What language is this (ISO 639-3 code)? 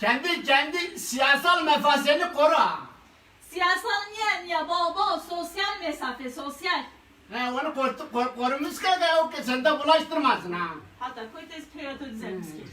zza